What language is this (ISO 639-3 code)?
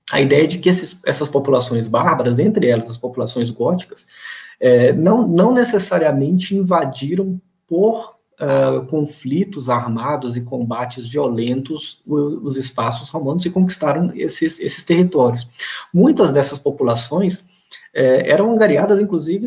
por